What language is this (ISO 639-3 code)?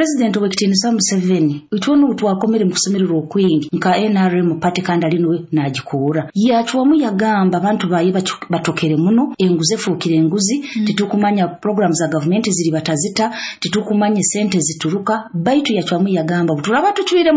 nyo